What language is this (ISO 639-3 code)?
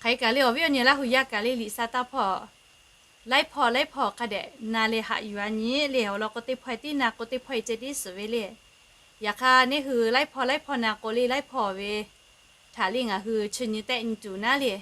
lhu